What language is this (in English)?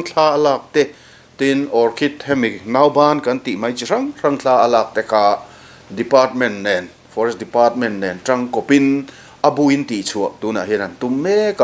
Mizo